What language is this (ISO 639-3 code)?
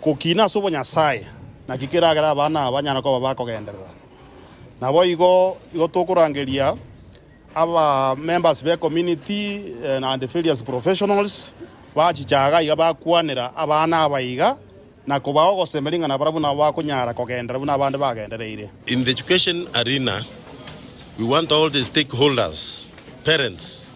guz